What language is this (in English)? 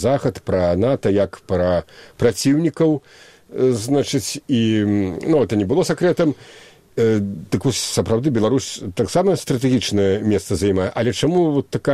Belarusian